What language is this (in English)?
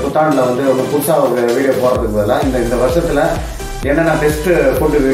Tamil